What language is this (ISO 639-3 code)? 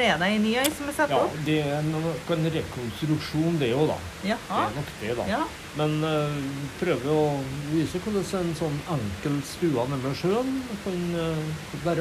nor